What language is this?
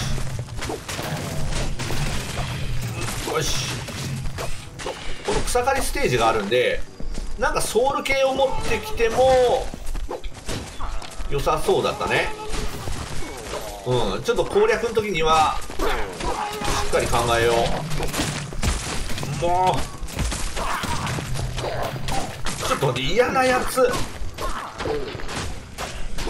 Japanese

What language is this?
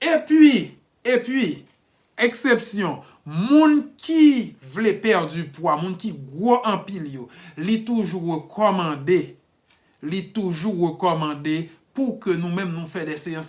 Haitian Creole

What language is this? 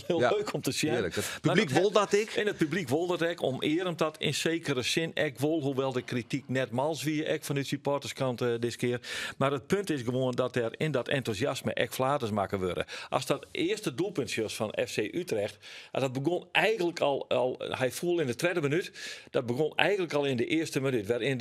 Western Frisian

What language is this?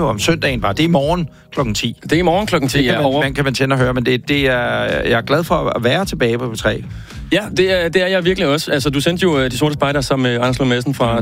Danish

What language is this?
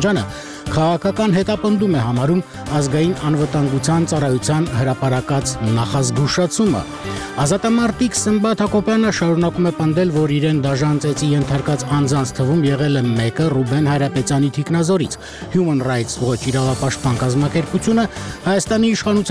Armenian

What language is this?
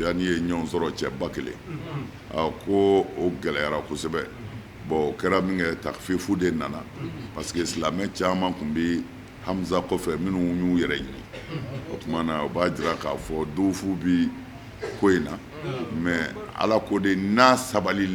Bambara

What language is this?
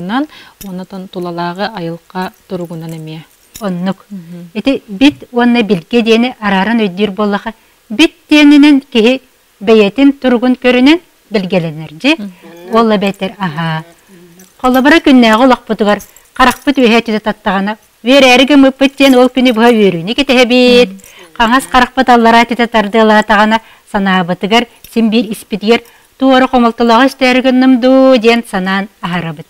Yakut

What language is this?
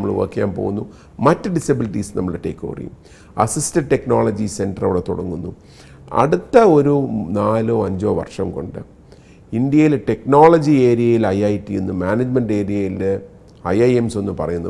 Malayalam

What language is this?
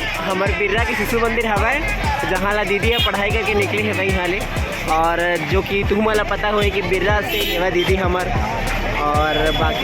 Chhattisgarhi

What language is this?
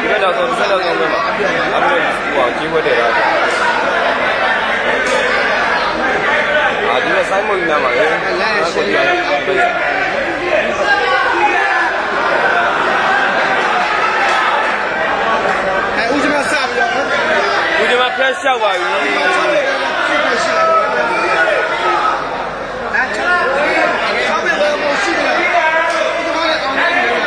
Burmese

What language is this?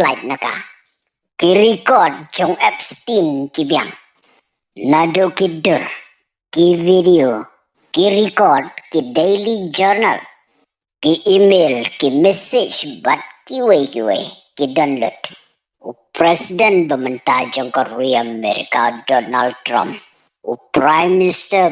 Khasi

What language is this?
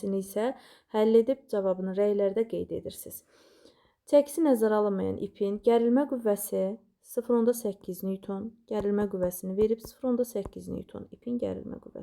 Azerbaijani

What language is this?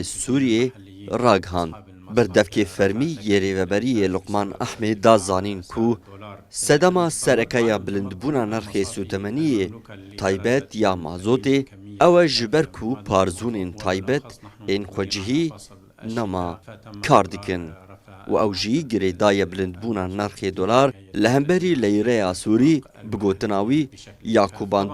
Kurdish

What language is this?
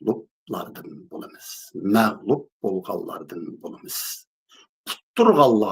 Uyghur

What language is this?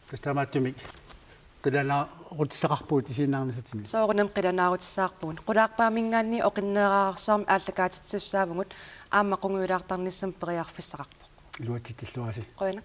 Kalaallisut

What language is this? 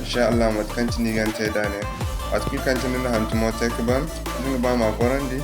Zarma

